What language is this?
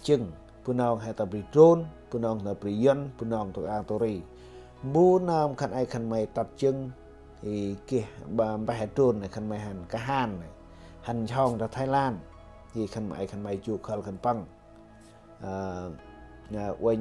Central Mnong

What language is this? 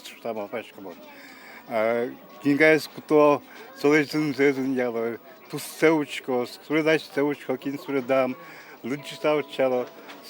Udmurt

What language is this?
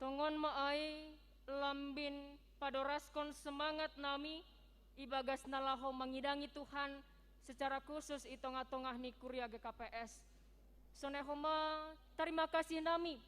Batak Simalungun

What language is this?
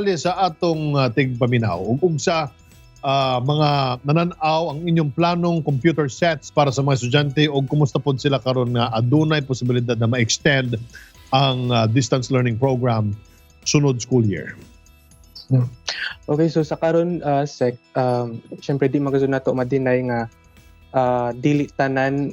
Cebuano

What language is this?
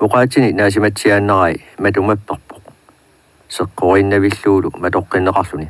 Kalaallisut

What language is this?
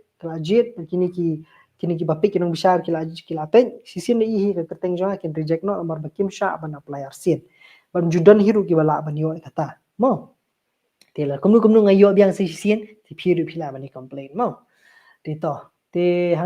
Khasi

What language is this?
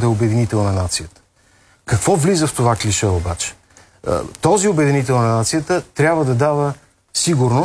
Bulgarian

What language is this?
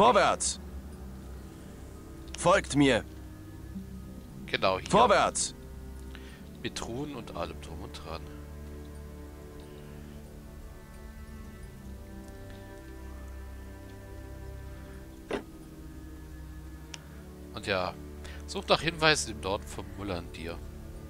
German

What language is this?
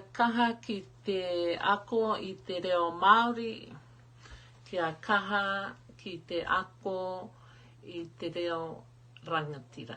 Māori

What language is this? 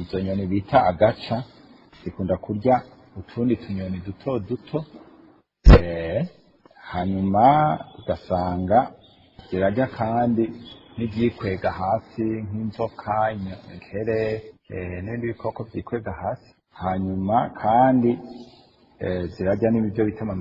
Rundi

